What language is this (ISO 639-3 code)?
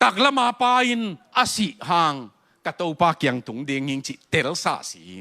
ctd